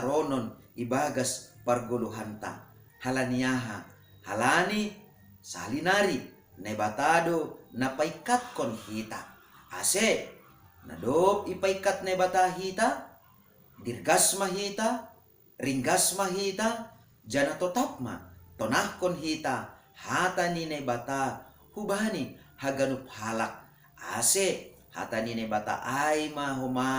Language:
Batak Simalungun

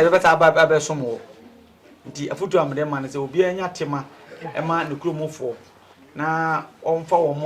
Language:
Akan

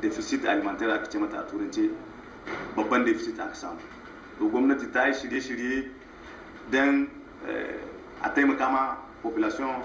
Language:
Hausa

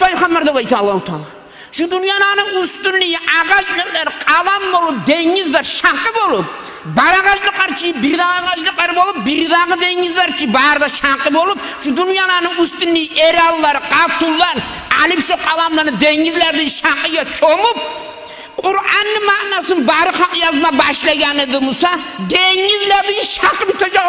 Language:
Kumyk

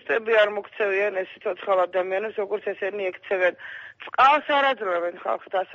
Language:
Georgian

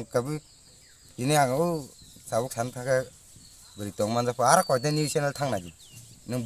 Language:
Kok Borok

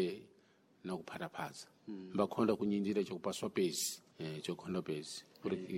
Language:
Sena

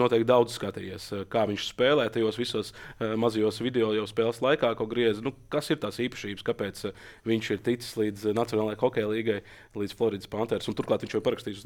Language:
Latvian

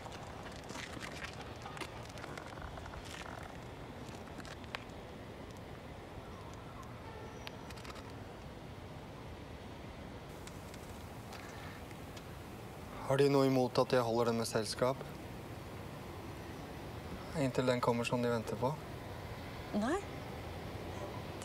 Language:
Norwegian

